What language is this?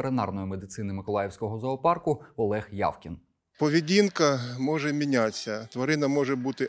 Ukrainian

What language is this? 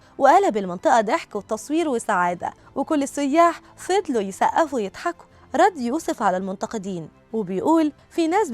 Egyptian Arabic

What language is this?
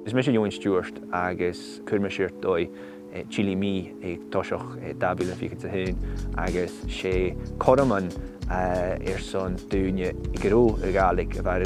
Scottish Gaelic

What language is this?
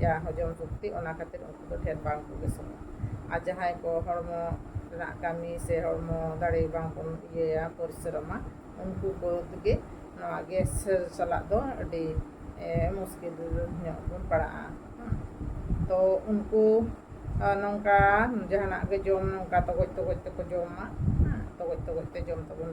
Santali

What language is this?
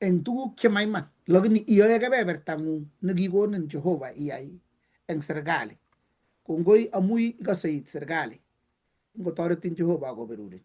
Kalenjin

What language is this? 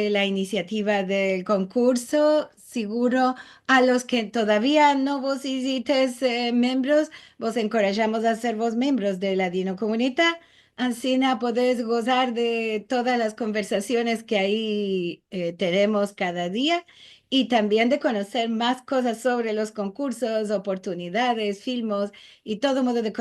Ladino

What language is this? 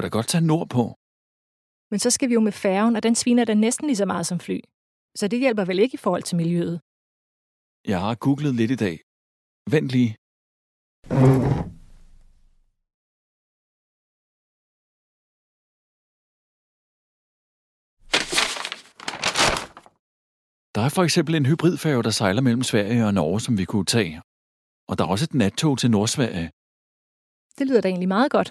Danish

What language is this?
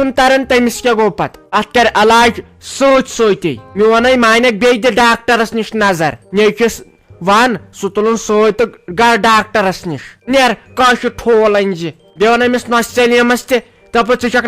Kashmiri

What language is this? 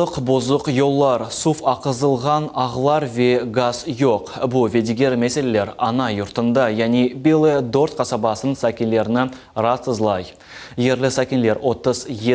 Crimean Tatar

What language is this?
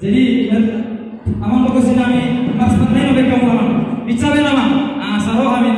Batak Toba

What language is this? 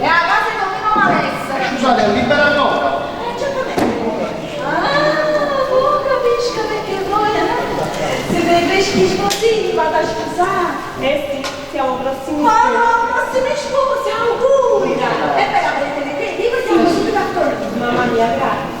Neapolitan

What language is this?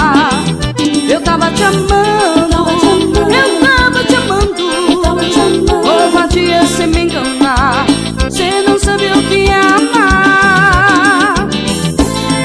Portuguese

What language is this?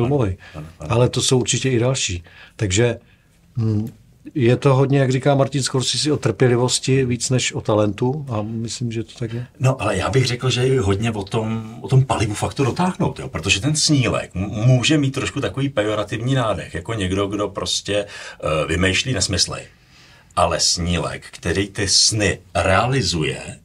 Czech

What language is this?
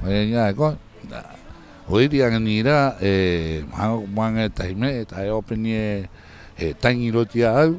Rapanui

